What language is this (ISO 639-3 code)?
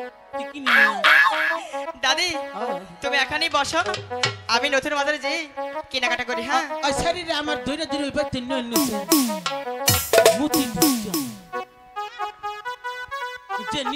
ben